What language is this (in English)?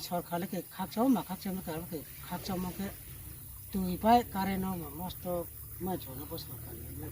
Riang (India)